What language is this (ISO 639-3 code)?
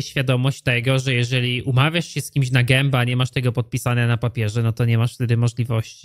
pol